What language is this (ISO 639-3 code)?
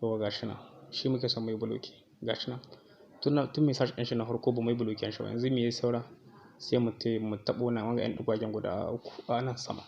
hau